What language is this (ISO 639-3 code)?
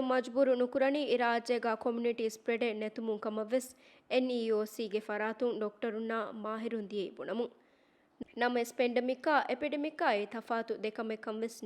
div